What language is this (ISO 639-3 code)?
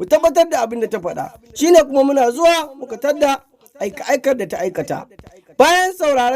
hau